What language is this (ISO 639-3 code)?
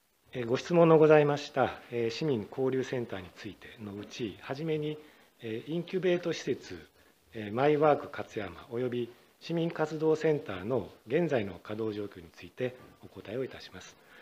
jpn